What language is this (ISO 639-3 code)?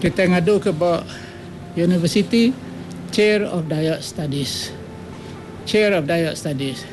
iba